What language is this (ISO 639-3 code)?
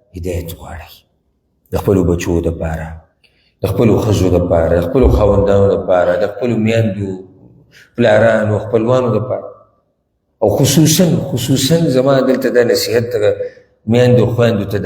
pus